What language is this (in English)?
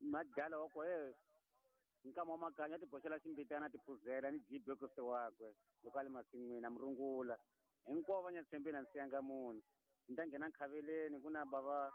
Tsonga